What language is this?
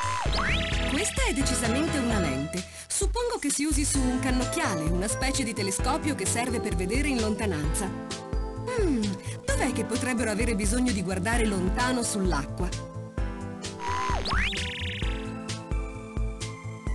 Italian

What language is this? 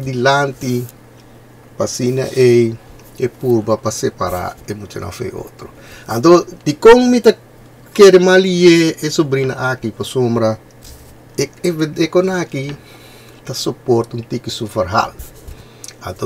Papiamento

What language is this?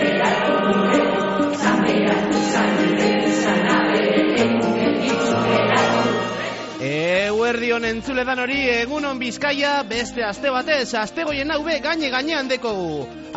Basque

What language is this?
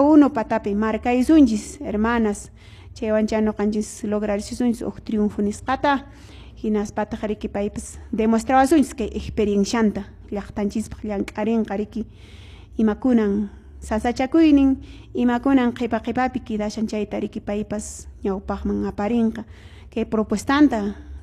Quechua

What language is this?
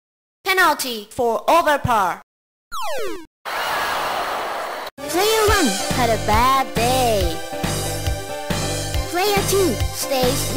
English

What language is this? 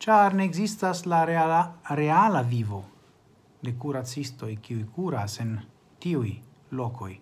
Esperanto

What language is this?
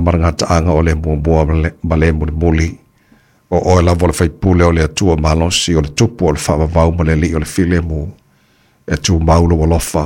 Samoan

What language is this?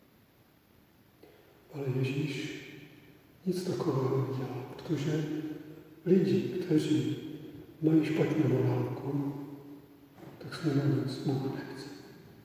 Czech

